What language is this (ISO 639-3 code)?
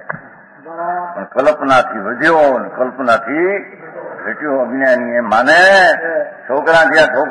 guj